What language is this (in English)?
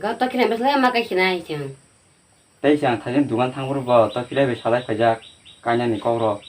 Kok Borok